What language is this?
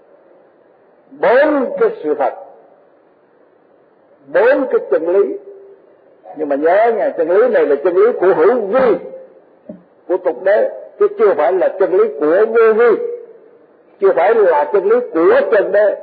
Vietnamese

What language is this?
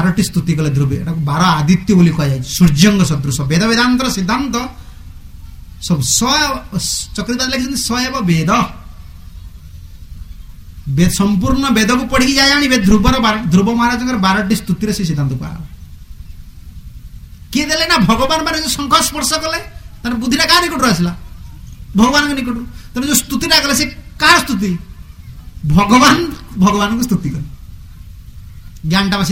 Odia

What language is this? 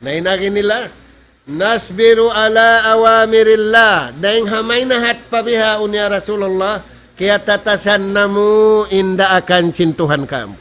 Tausug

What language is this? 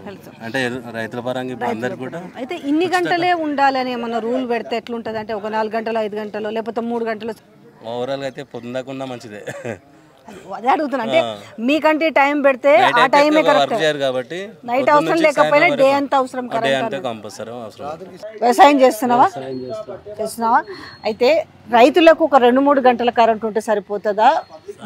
Telugu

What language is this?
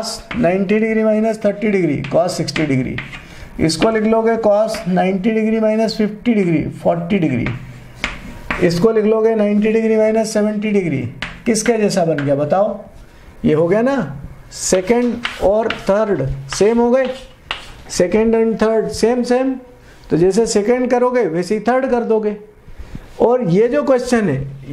Hindi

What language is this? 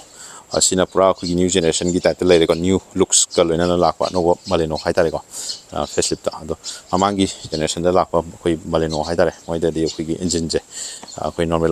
Manipuri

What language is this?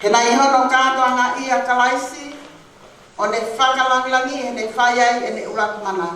Tongan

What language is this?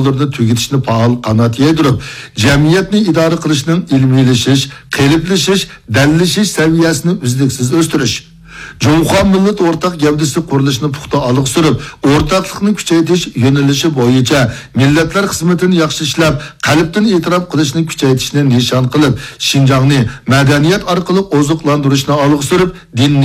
Uyghur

